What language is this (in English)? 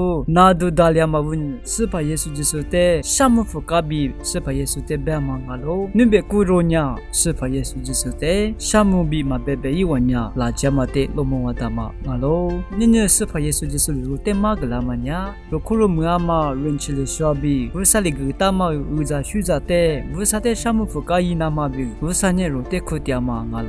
Lisu